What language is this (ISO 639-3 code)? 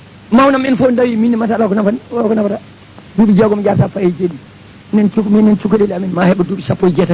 ful